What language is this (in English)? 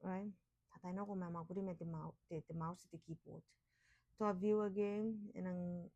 Gilbertese